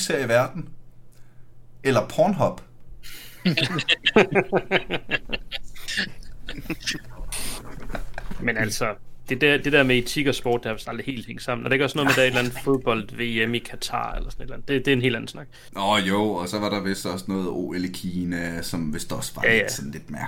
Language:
Danish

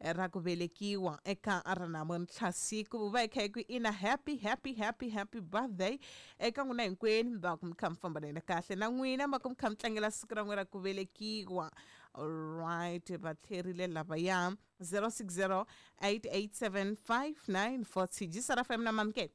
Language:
Tsonga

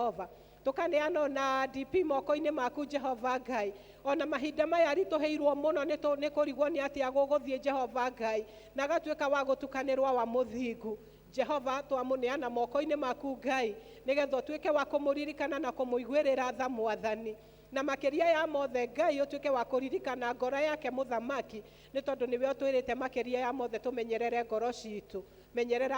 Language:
Kikuyu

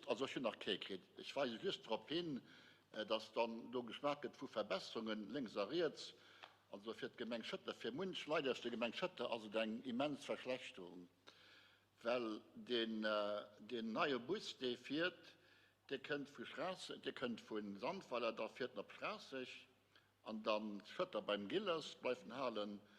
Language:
Luxembourgish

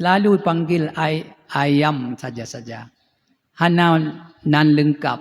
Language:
Achinese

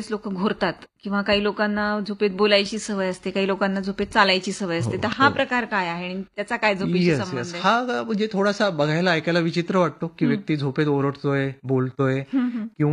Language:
Marathi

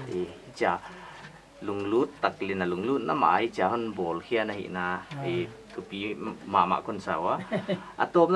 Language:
Paite Chin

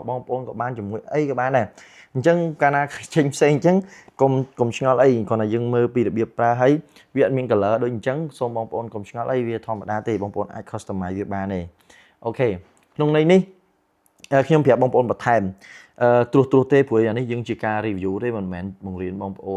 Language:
Khmer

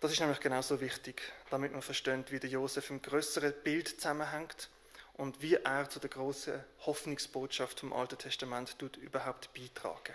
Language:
Swiss German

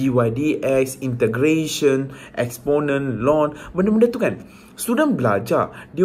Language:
Malay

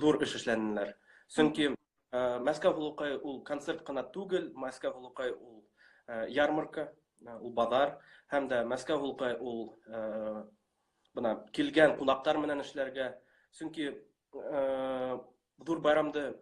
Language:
Bashkir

